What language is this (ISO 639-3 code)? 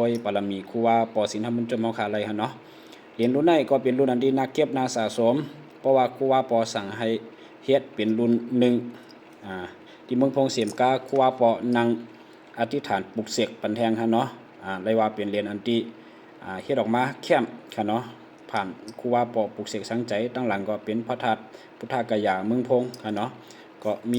shn